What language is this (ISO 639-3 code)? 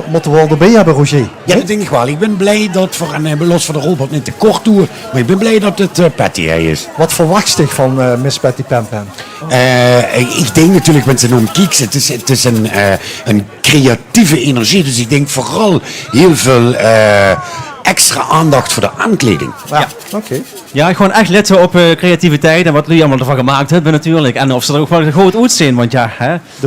lim